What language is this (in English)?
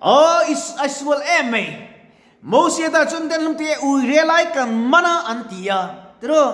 Mizo